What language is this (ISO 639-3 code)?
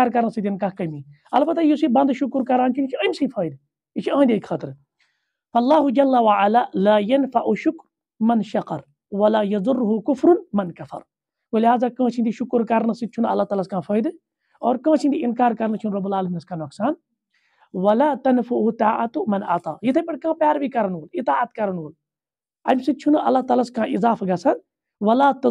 kas